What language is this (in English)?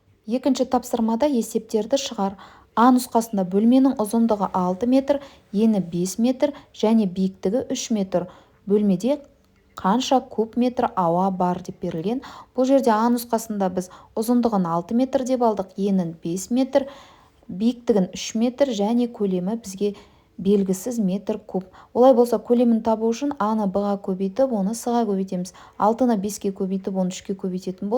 Kazakh